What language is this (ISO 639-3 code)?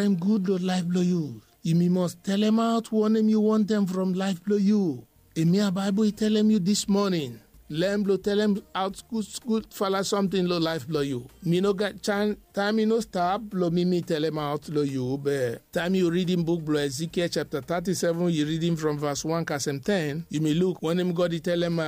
bis